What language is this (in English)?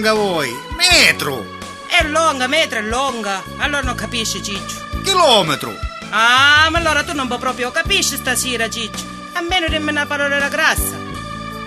Sicilian